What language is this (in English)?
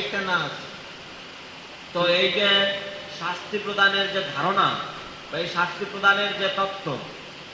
Bangla